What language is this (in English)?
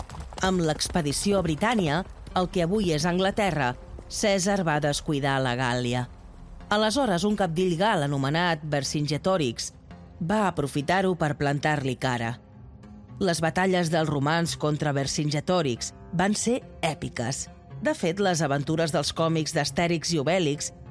Catalan